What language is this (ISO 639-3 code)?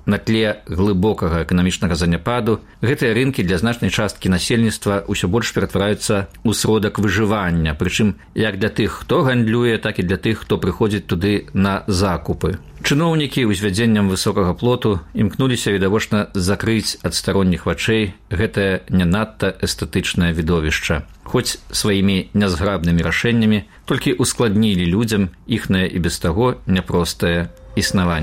bel